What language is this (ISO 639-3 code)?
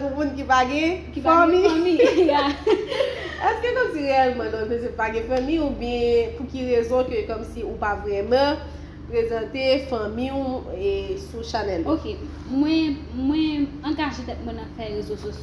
hat